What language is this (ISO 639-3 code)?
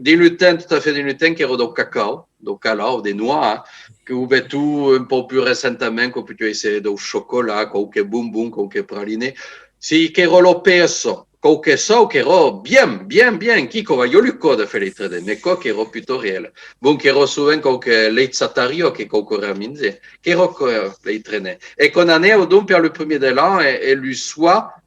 oci